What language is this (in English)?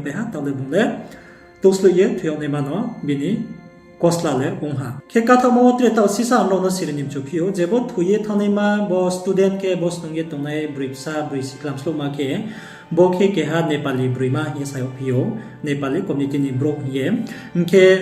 Riang (India)